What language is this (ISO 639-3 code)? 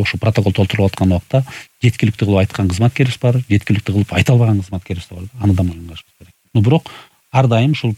kir